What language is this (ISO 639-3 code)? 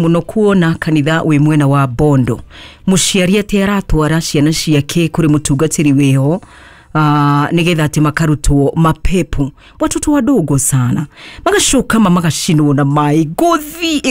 kik